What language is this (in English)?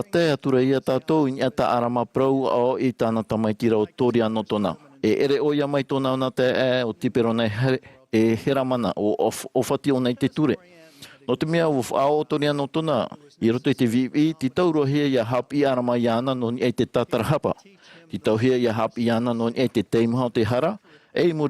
Tahitian